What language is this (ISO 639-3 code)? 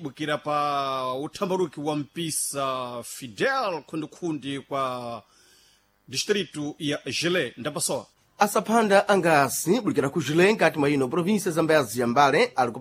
seh